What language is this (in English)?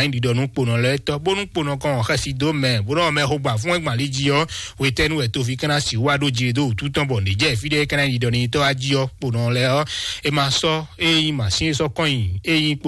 Fon